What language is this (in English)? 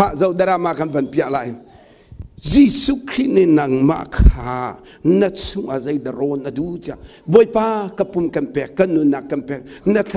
Hakha Chin